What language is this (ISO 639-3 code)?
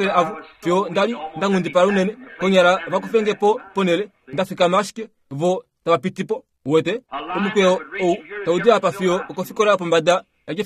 kua